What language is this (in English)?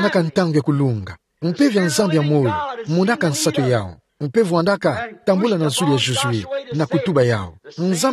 Kituba (Democratic Republic of Congo)